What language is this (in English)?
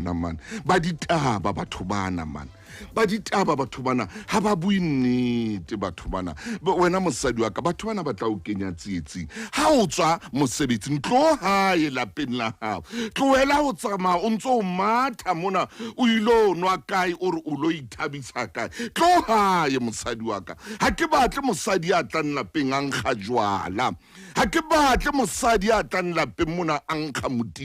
Southern Sotho